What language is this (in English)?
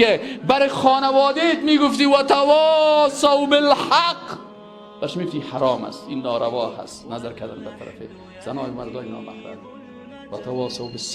Persian